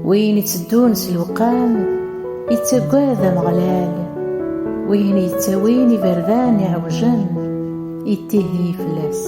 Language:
Kabyle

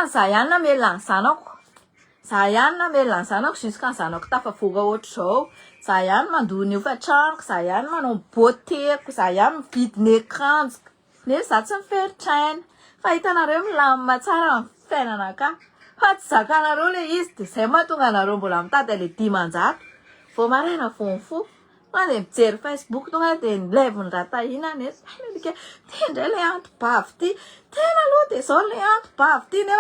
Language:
Malagasy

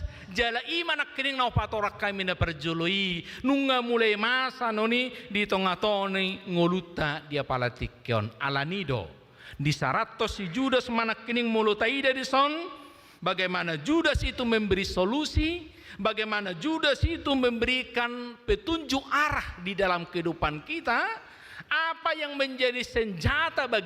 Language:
Batak Toba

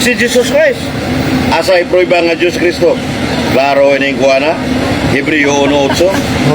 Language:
Cebuano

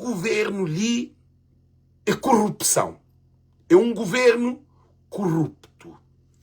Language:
Kabuverdianu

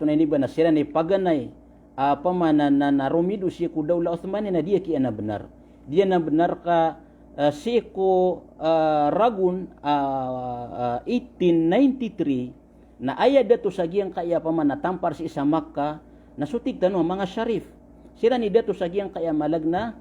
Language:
Maranao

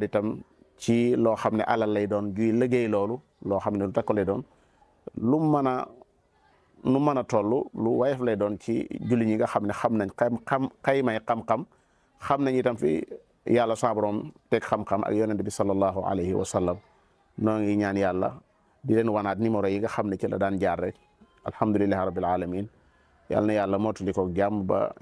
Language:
Wolof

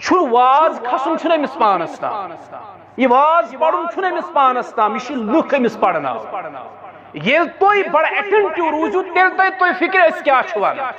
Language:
Kashmiri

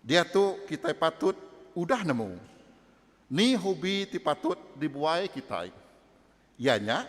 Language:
Iban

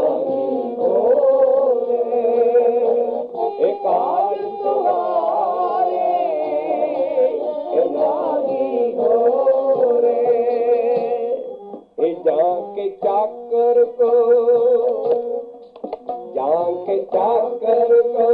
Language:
Hindi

